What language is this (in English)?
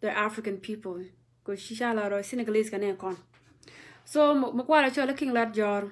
Nuer